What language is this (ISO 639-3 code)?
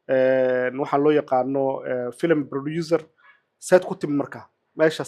som